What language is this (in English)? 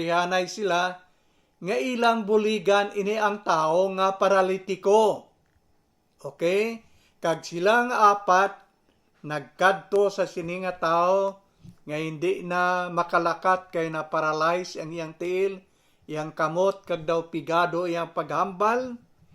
Hiligaynon